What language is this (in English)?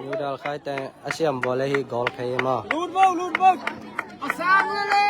Tedim Chin